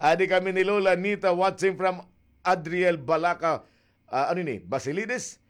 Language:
Waray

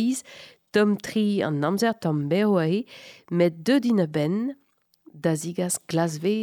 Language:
Breton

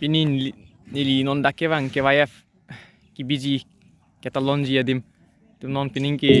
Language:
Karbi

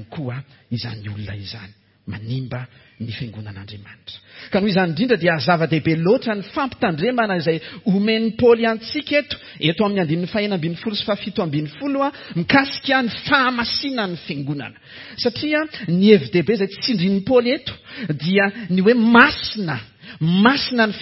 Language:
Malagasy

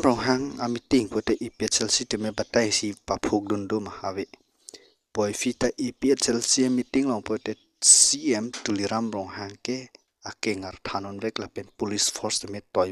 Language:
Karbi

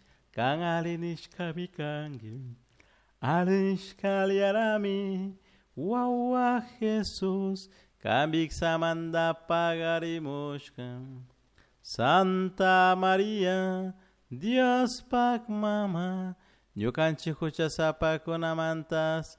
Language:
Chimborazo Highland Quichua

